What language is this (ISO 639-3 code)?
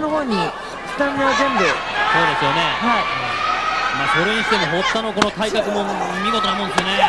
jpn